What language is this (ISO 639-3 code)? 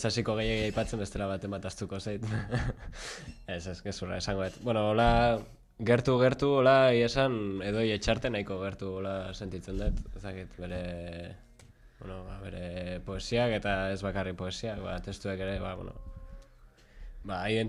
eus